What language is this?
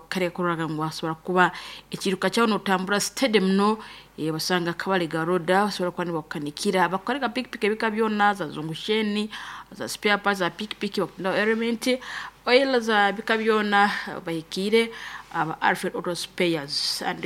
Nyoro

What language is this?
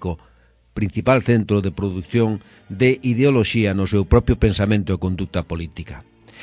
Galician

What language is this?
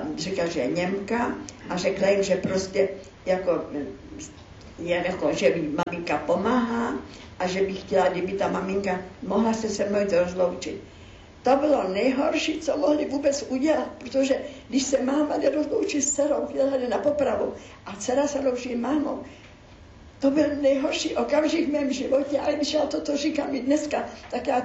Czech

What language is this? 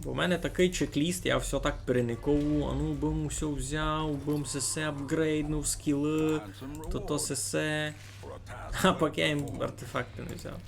Rusyn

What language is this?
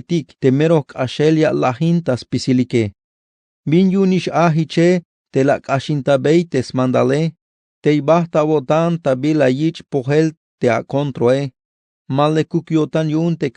Tzeltal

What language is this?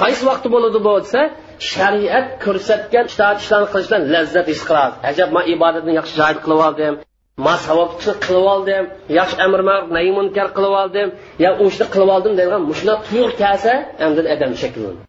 Uyghur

